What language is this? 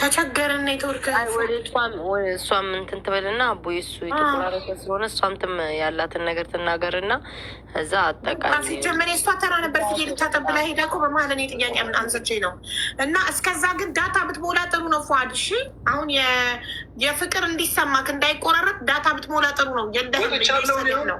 Amharic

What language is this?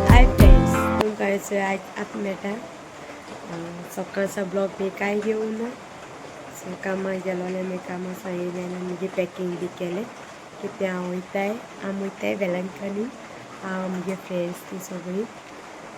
Konkani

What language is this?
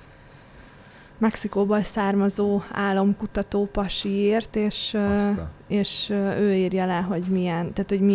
Hungarian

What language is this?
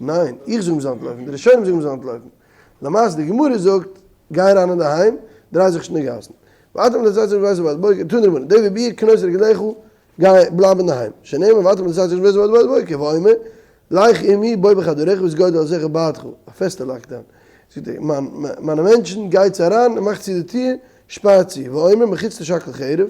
Yiddish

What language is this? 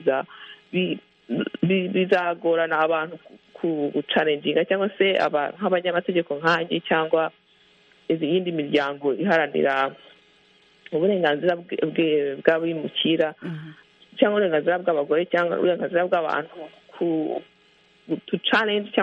Kinyarwanda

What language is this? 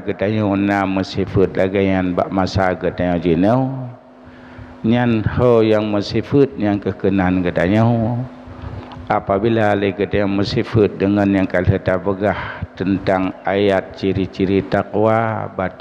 Achinese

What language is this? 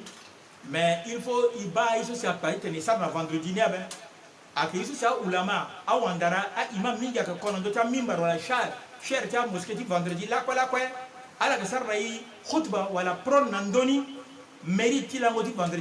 Sango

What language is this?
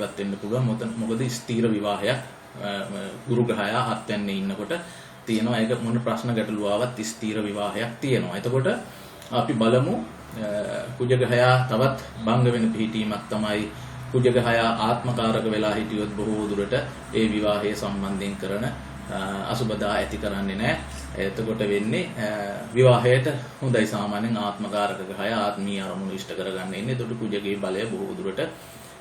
Sinhala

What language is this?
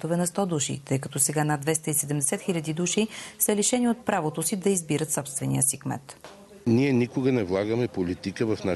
Bulgarian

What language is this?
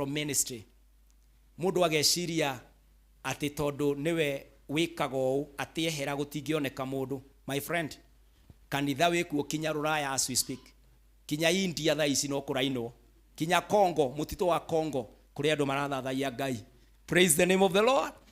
Kikuyu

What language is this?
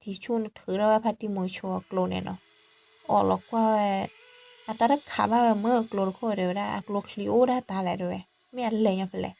S'gaw Karen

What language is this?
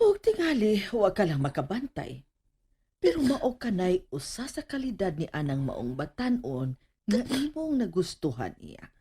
Cebuano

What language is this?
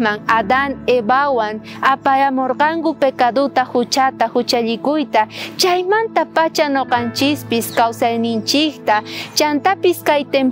South Bolivian Quechua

